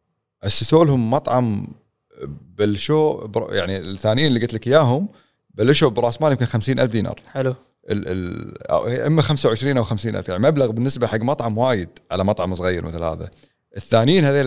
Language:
Gulf Arabic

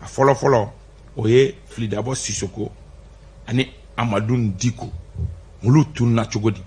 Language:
Bambara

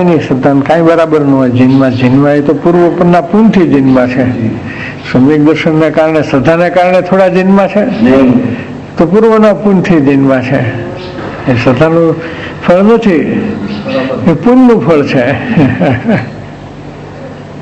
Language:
Gujarati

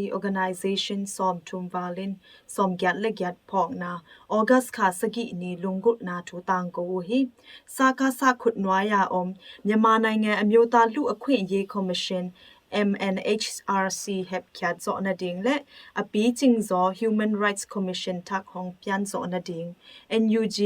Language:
Tedim Chin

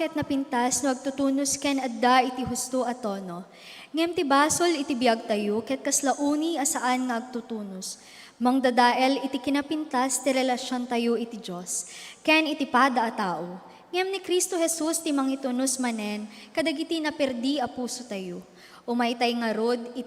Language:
Iloko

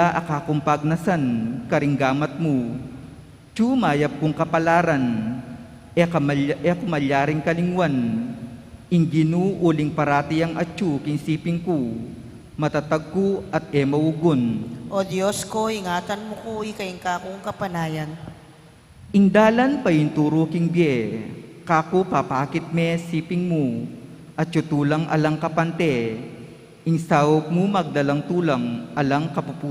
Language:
Pampanga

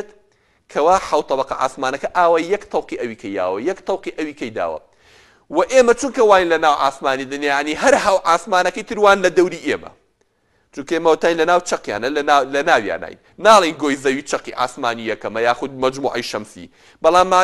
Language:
Central Kurdish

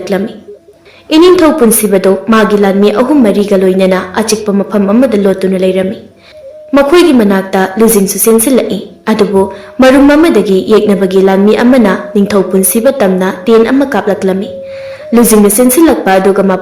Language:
Manipuri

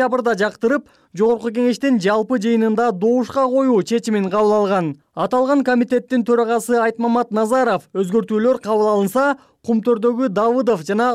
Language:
Kyrgyz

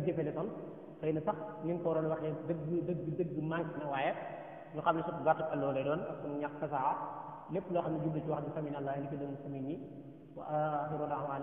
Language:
Wolof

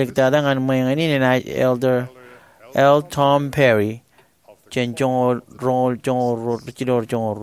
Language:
Marshallese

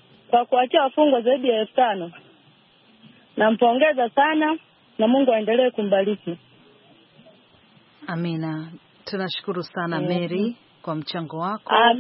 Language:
Swahili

